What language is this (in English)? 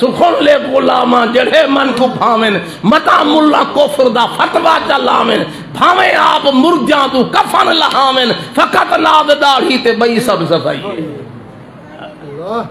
Saraiki